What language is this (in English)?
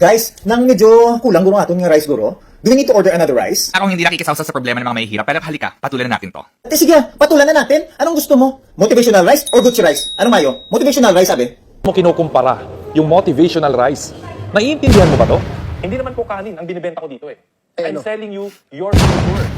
Hiligaynon